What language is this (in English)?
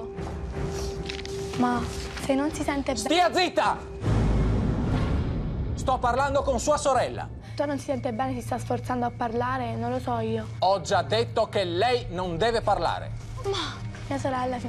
Italian